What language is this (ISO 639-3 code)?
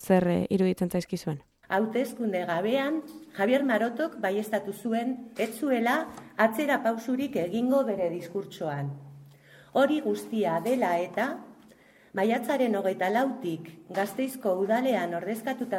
eus